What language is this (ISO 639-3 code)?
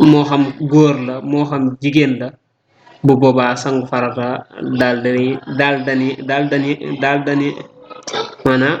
wol